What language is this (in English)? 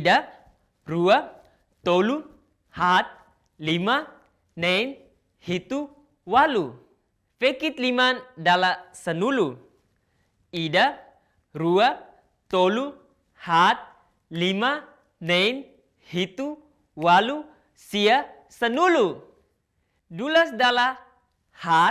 Tetum